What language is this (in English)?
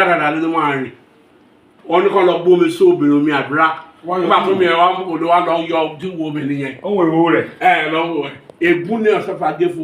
Yoruba